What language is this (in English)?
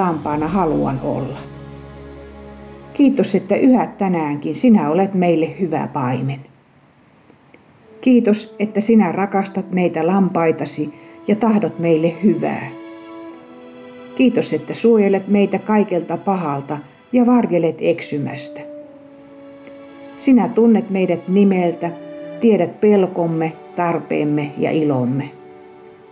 Finnish